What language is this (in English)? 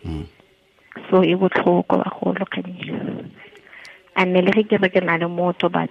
Tswana